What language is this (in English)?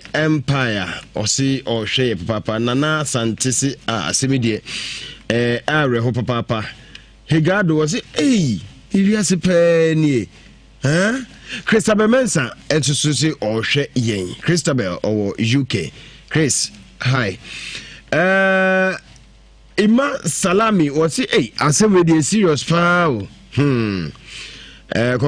Akan